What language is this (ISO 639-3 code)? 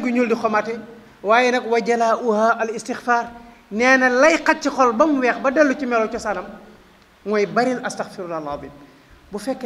wol